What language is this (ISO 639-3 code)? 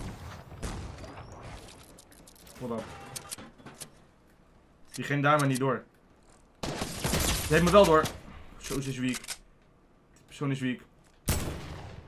nld